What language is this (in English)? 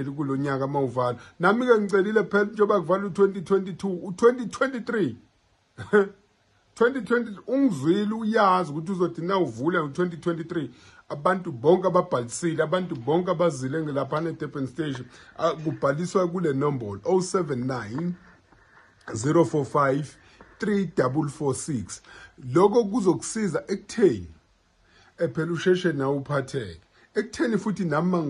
Zulu